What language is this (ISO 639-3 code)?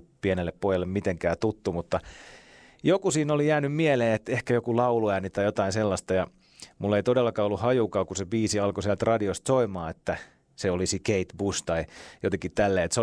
fin